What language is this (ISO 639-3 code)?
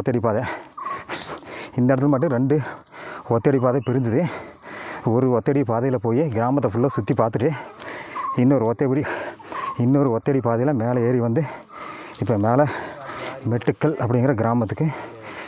tam